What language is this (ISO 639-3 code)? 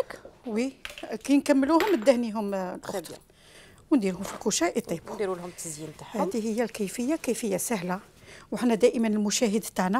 arq